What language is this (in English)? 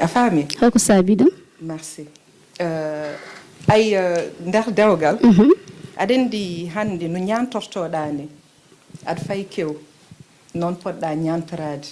Fula